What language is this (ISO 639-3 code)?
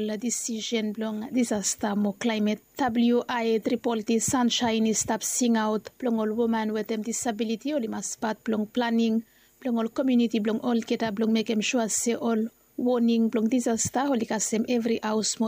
bis